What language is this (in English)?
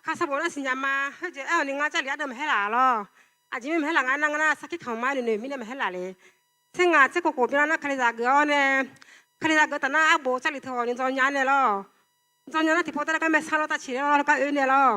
Akha